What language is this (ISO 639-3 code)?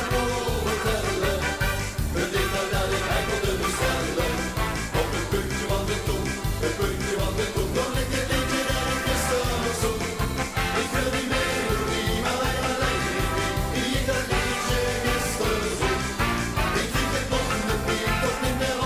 lim